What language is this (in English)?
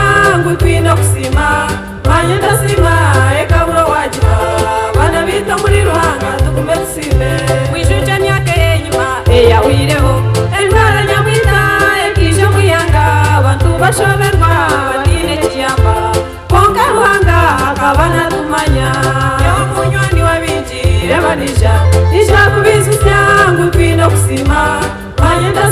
Nyankole